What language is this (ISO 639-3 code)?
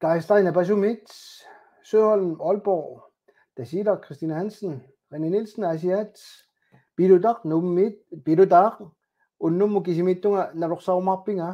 kal